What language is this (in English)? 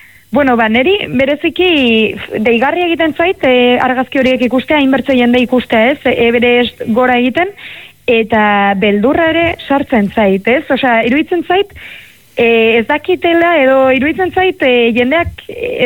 Basque